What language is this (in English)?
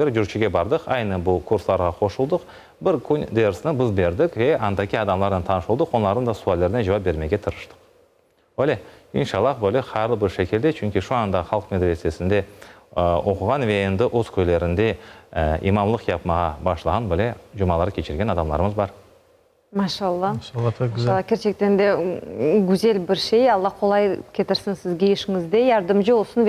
Crimean Tatar